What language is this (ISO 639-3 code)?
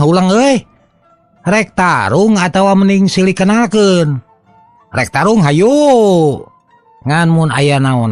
sun